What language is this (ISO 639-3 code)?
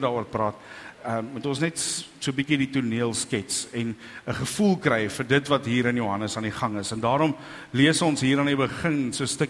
afr